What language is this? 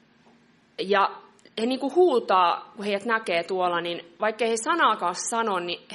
Finnish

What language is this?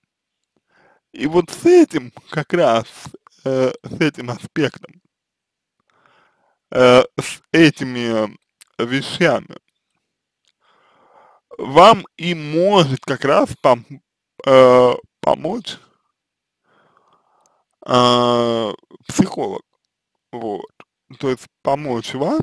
Russian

